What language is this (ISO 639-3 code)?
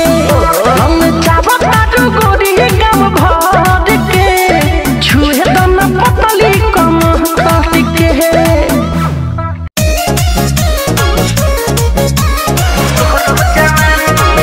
bho